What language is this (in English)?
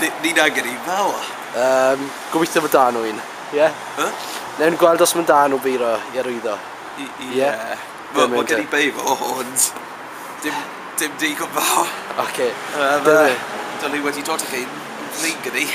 Welsh